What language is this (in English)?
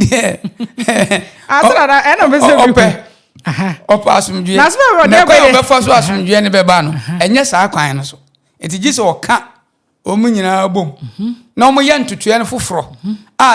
Akan